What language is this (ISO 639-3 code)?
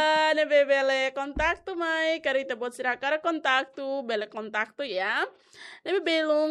tet